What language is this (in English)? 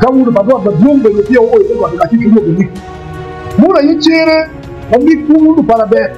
Acoli